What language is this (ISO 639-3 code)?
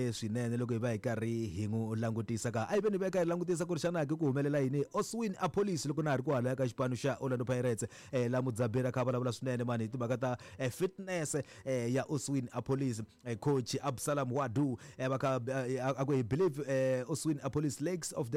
tso